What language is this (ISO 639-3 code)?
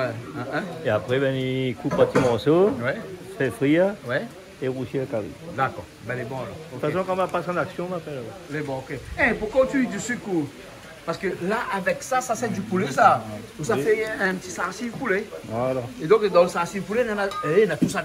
rcf